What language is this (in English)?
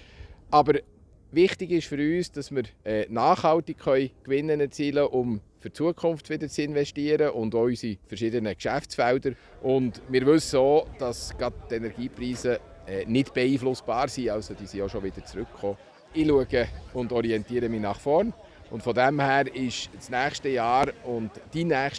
Swiss German